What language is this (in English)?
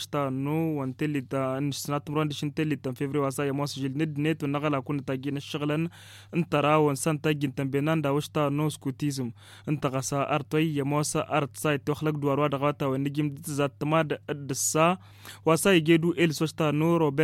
Hausa